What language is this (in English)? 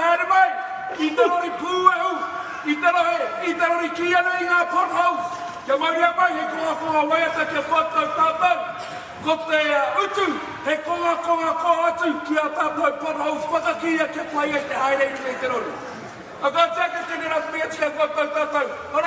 Māori